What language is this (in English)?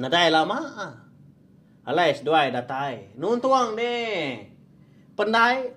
Iban